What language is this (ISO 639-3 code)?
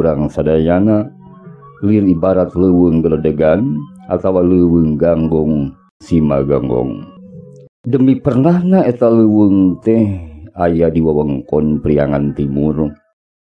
sun